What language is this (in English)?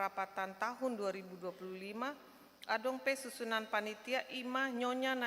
Batak Toba